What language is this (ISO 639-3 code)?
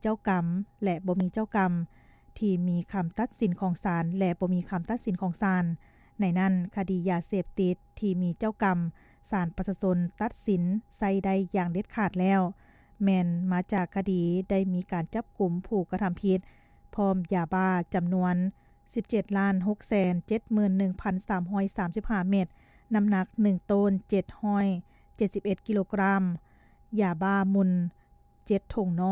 lao